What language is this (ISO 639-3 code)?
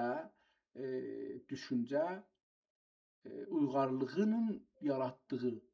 azb